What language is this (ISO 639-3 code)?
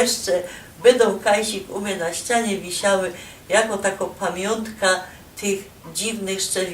szl